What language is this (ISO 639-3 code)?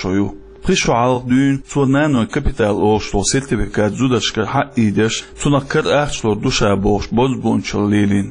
che